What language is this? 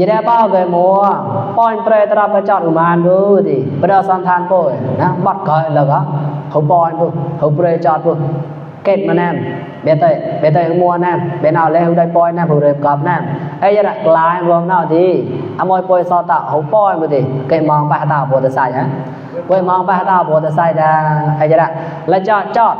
Mon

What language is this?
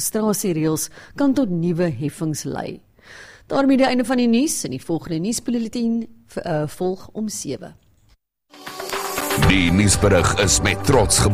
Afrikaans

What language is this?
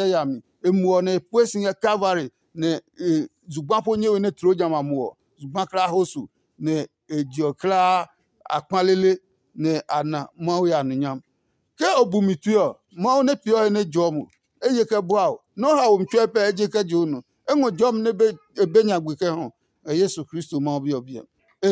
Adangme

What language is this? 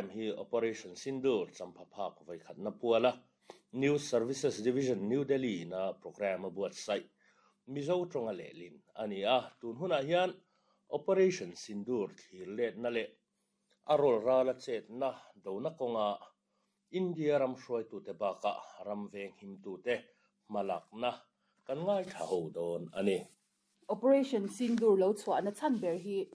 Mizo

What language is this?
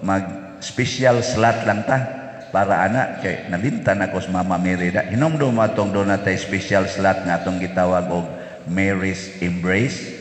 Cebuano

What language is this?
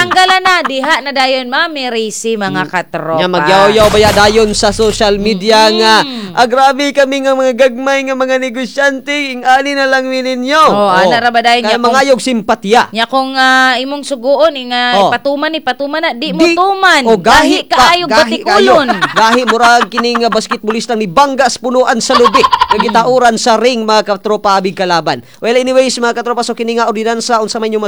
Cebuano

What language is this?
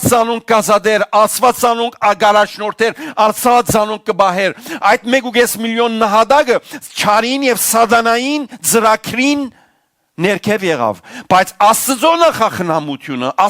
Western Armenian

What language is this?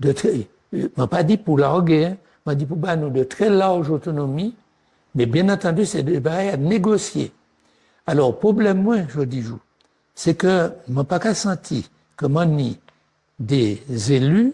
Guadeloupean Creole French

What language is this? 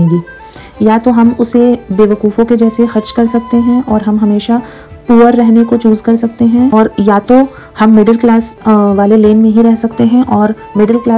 Hindi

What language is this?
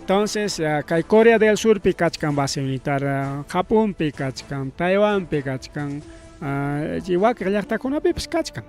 Ayacucho Quechua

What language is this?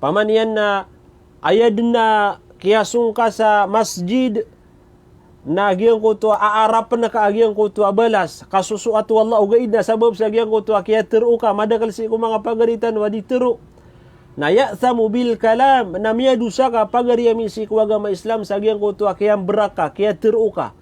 Maranao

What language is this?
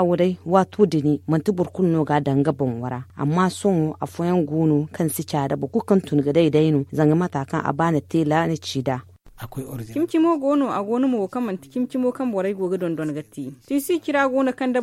Zarma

